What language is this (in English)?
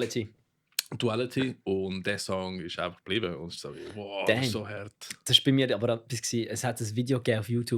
Swiss German